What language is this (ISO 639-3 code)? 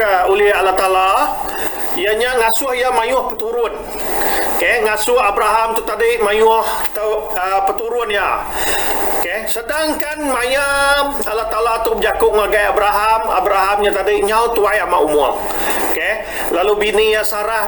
iba